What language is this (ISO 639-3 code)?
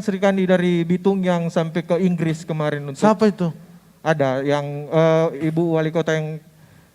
xmm